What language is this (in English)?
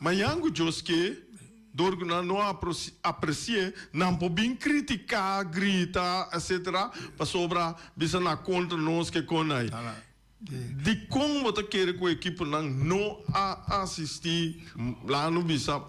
Papiamento